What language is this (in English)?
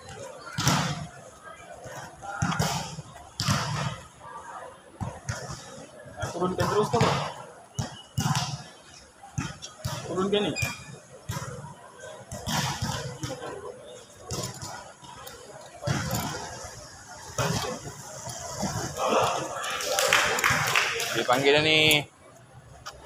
Malay